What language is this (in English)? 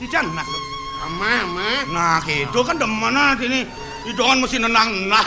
Balinese